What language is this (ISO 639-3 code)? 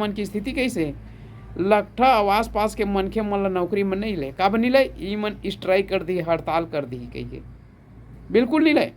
hne